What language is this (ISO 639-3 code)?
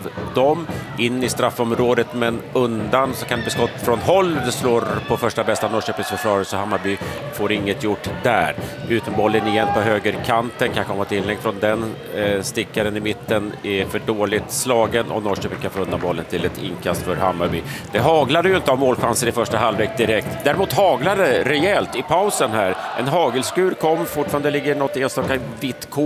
swe